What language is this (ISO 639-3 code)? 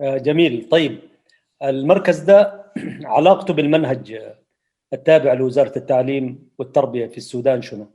apd